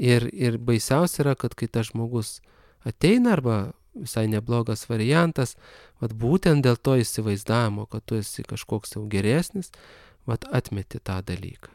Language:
Lithuanian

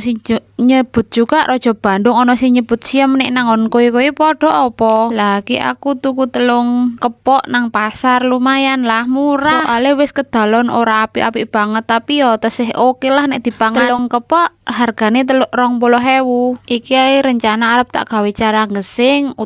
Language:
Javanese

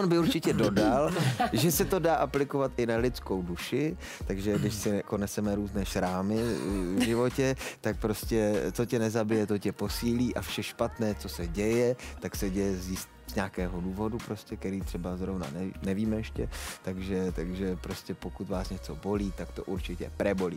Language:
Czech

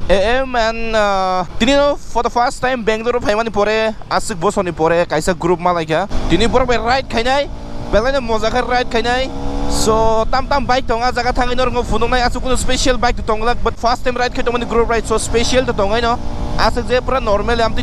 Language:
Kok Borok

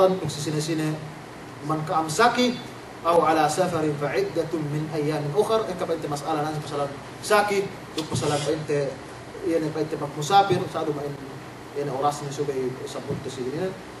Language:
Yakan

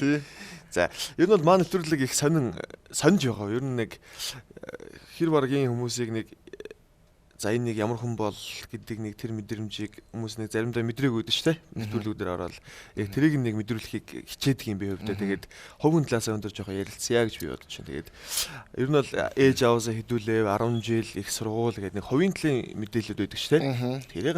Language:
Mongolian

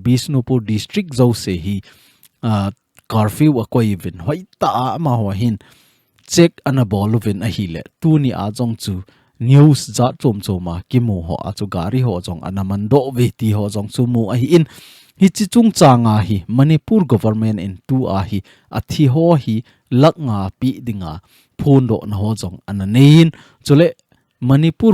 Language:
Thado Chin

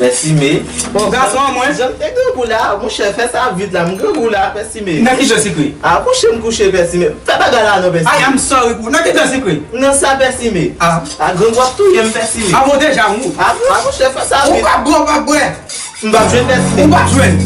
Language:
Haitian Creole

